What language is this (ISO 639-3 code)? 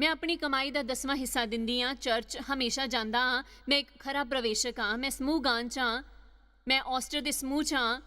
doi